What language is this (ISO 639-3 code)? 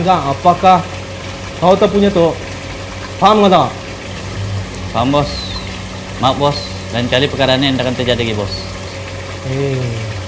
msa